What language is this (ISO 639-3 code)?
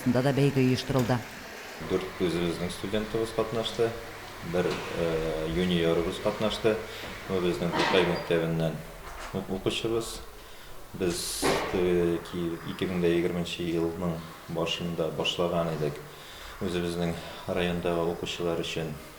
tat